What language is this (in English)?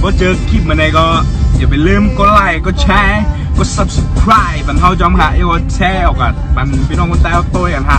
Shan